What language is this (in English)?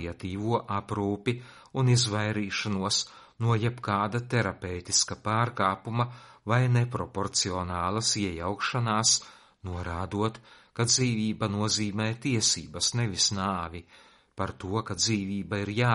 Latvian